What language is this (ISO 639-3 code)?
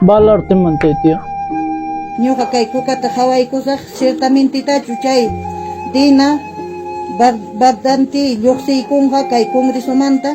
quy